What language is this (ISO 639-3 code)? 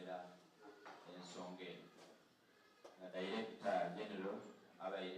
xog